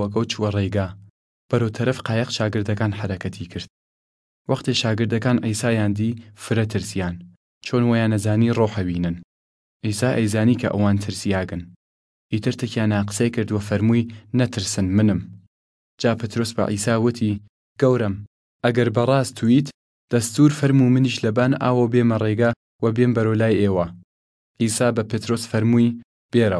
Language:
Southern Kurdish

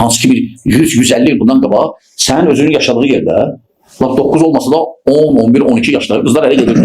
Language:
Azerbaijani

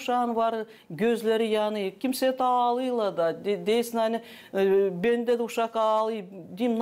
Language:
Gagauz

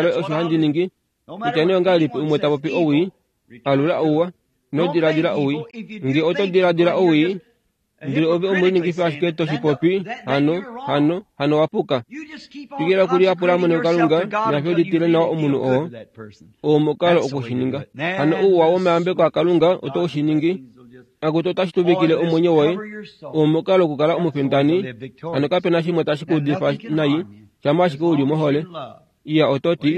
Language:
Kuanyama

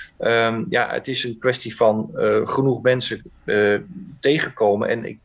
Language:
Dutch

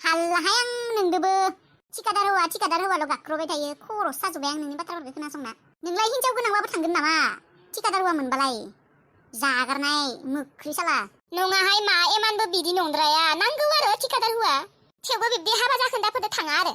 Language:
Bodo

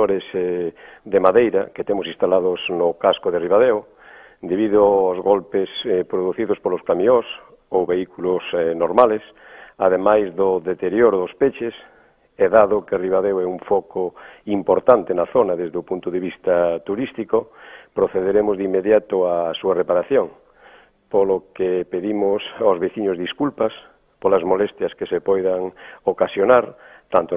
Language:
Galician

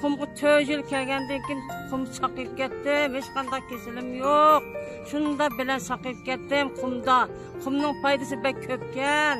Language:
Uyghur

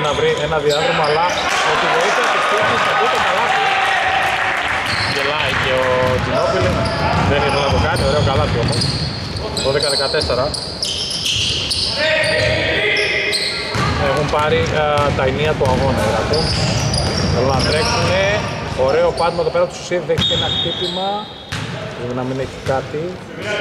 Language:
Greek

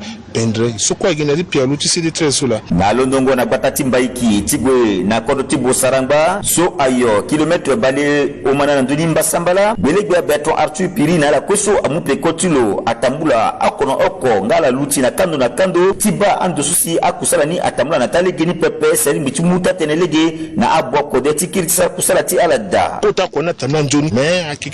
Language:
Sango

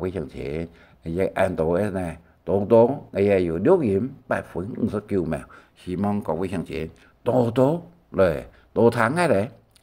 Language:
Hakka Chinese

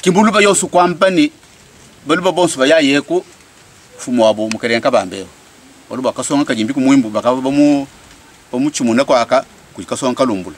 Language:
Luba-Lulua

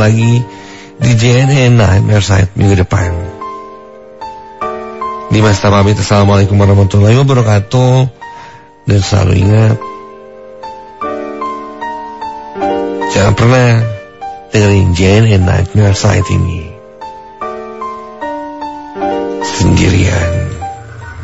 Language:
Indonesian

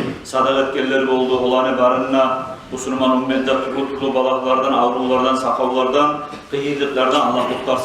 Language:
Kumyk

